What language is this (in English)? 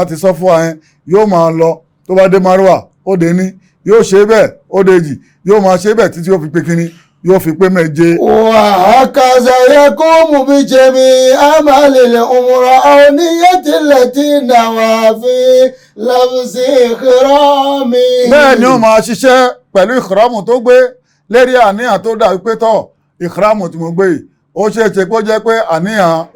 Yoruba